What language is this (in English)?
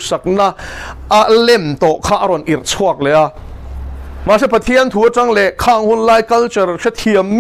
Mizo